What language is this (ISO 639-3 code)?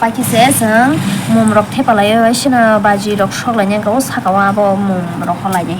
trp